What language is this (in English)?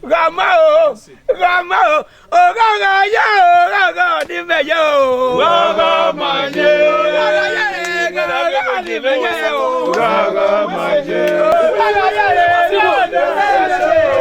Bini